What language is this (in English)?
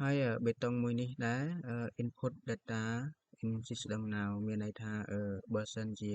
Khmer